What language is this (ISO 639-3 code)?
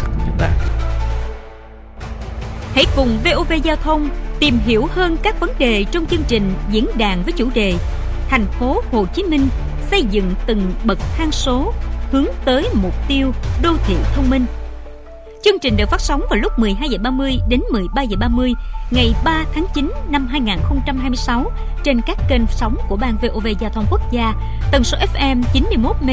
vie